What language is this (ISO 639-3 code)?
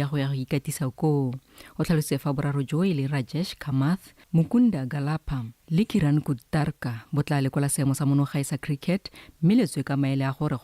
tsn